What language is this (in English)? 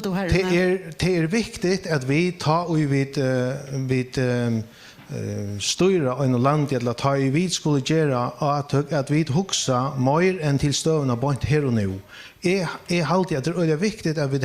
Faroese